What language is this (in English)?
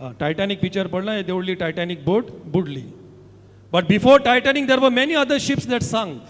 Konkani